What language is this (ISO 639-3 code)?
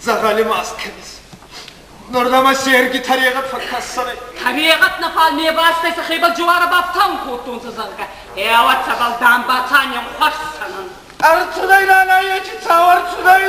oss